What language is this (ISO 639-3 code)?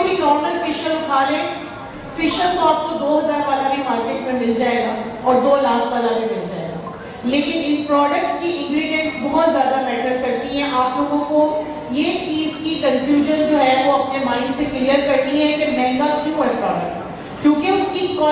urd